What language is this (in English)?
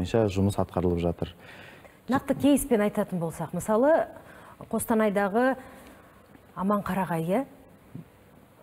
Kazakh